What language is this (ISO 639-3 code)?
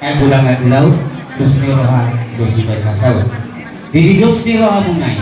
bbc